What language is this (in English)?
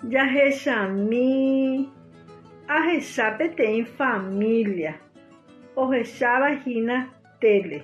Guarani